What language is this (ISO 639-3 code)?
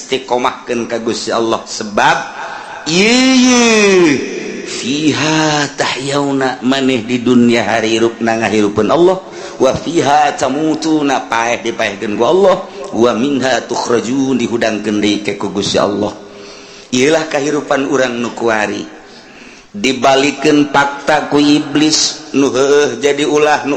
sun